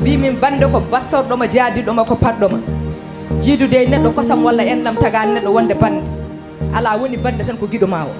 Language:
Fula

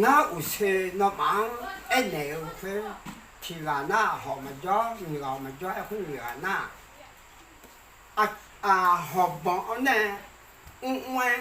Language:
Akha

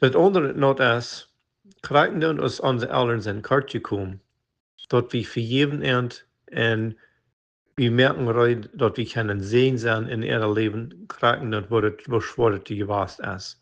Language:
Plautdietsch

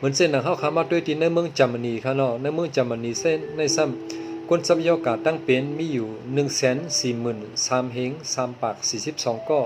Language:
Shan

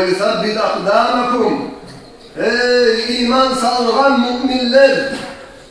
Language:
Kumyk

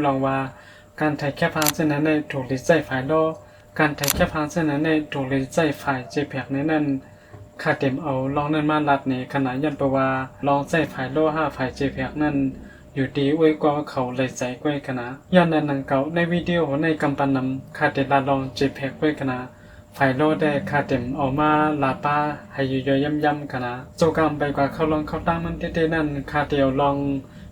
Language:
Shan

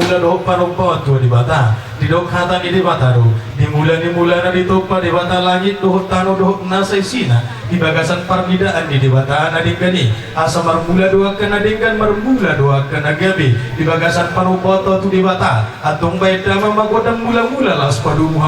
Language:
Batak Toba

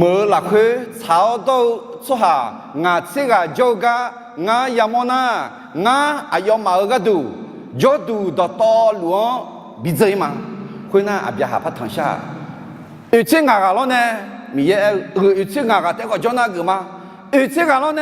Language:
Akha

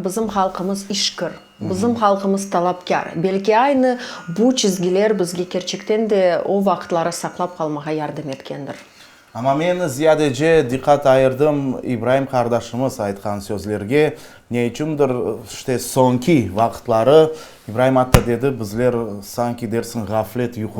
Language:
Crimean Tatar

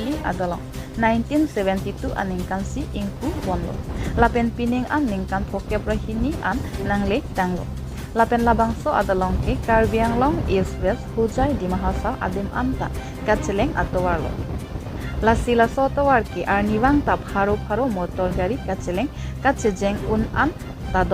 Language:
Karbi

